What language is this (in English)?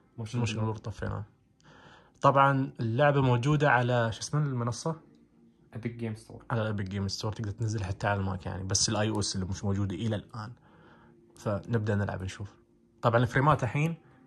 Najdi Arabic